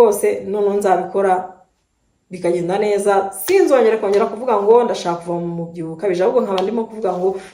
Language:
Kinyarwanda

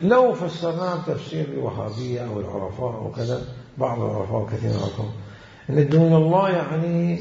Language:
Mesopotamian Arabic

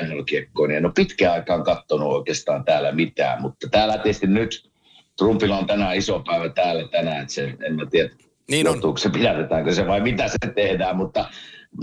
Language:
Finnish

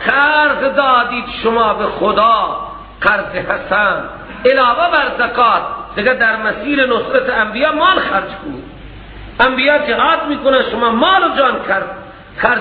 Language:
Persian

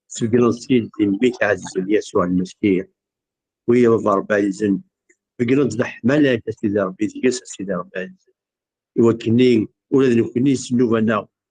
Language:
Kabyle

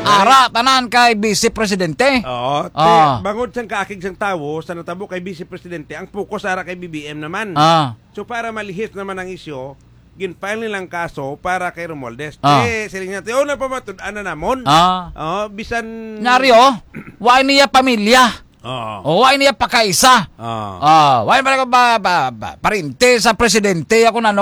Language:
Hiligaynon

